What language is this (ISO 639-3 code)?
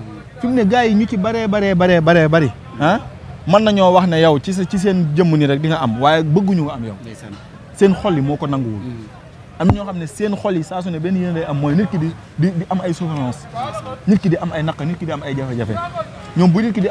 wol